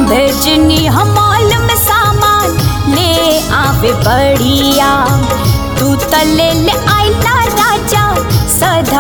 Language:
Bhojpuri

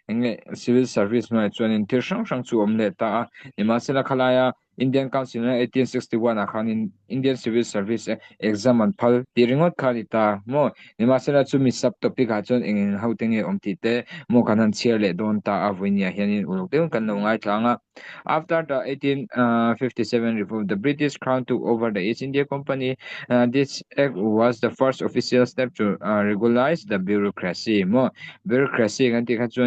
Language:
Mizo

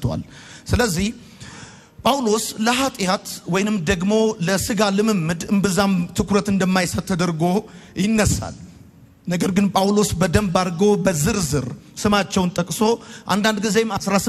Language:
Amharic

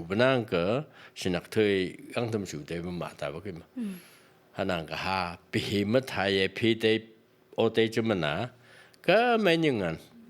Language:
Phom Naga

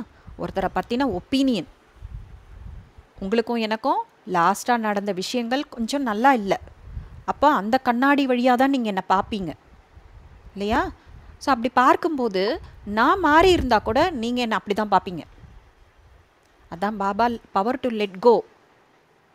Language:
Tamil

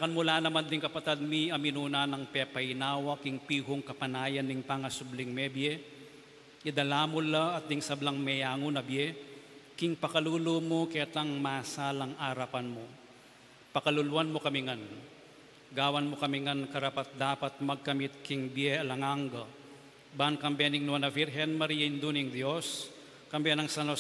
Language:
Pampanga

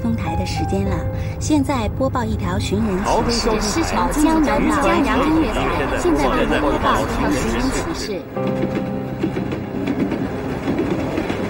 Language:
Chinese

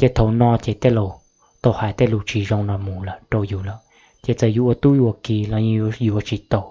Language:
Hmong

